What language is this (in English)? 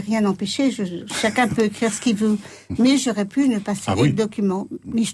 French